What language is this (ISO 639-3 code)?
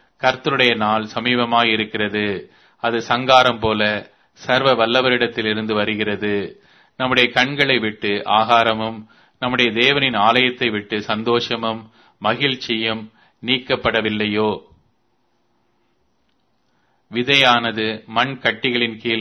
tam